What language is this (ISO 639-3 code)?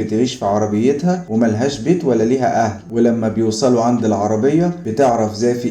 arz